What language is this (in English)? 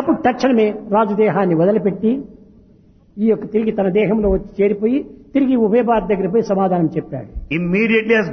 Telugu